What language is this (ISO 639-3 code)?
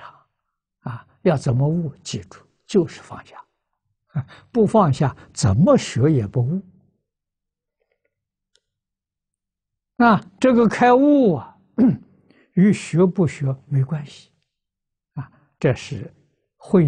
zho